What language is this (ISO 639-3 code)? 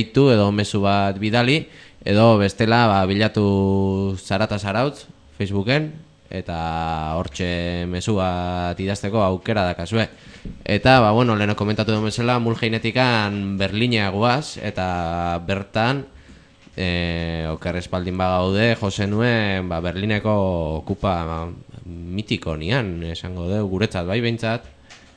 eus